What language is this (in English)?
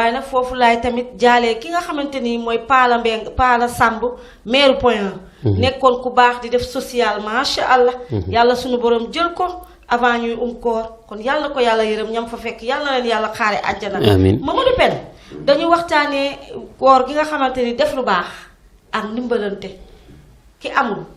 Wolof